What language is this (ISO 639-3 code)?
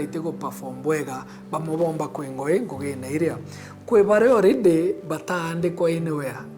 mer